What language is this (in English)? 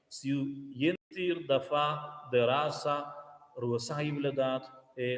Romansh